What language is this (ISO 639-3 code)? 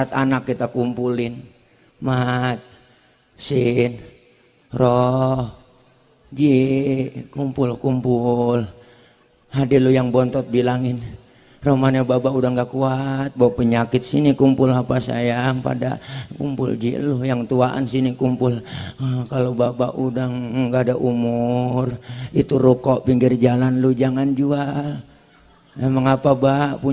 bew